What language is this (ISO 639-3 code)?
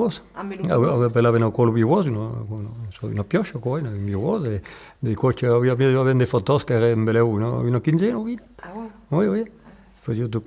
oci